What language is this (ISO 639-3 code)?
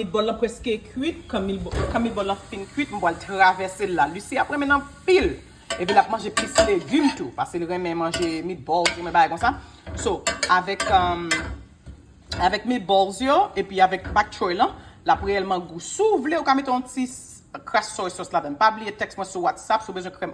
hat